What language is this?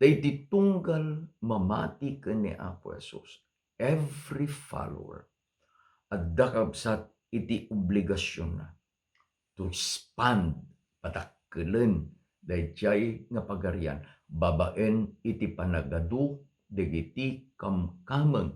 Iloko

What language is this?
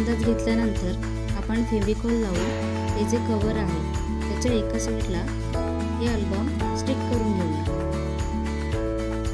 Marathi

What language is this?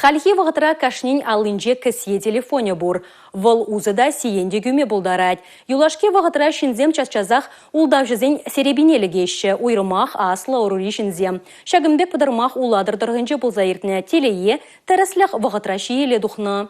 Chuvash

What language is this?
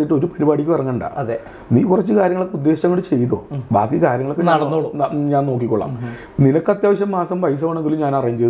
Malayalam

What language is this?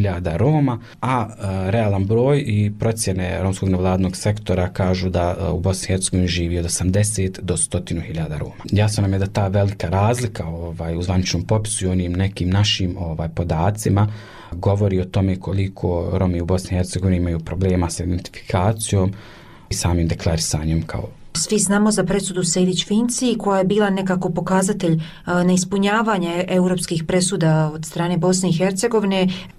Bosnian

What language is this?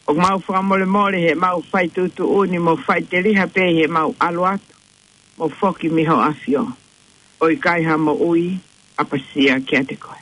Tongan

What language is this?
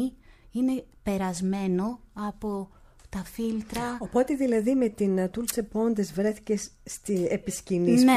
Greek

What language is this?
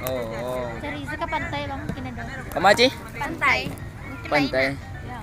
Minangkabau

